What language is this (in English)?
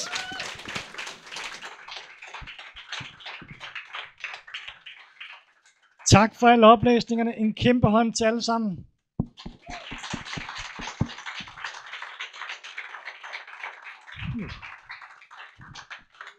Danish